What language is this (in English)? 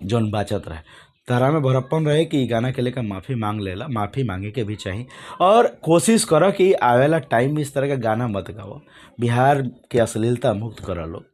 Bhojpuri